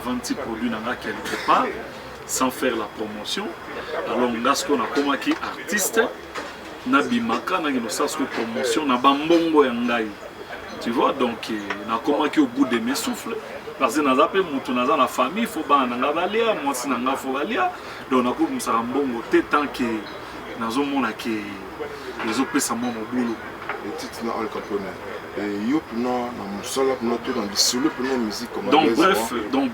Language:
Lingala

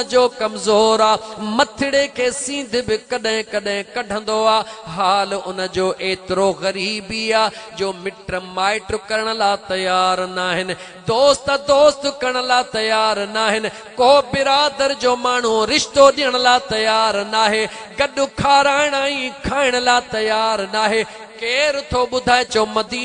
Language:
Sindhi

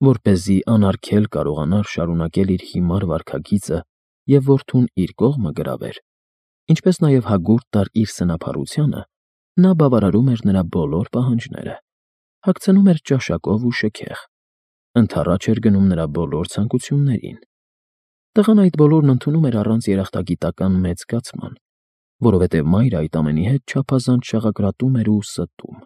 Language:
Armenian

